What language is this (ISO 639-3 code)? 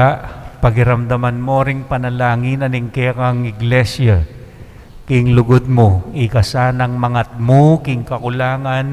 pam